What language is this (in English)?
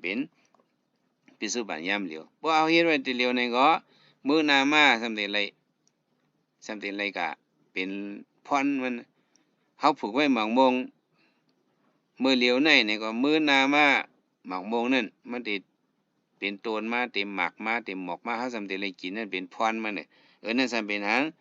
Shan